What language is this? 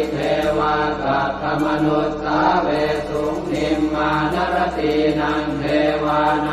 Pali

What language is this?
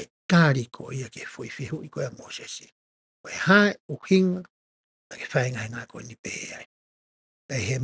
Tongan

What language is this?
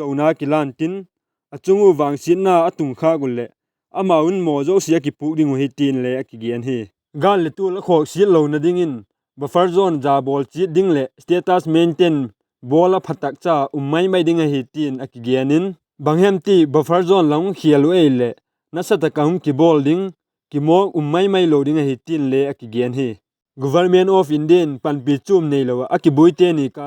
Vaiphei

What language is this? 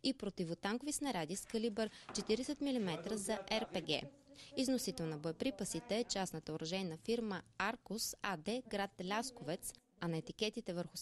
Bulgarian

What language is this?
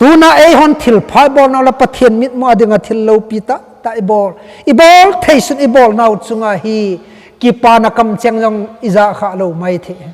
Thado Chin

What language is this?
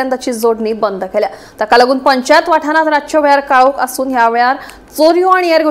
Konkani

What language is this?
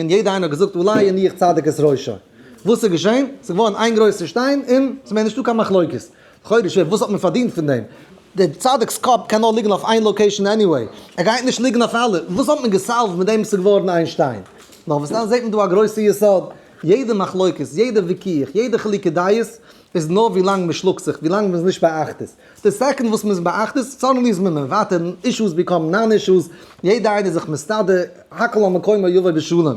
Yiddish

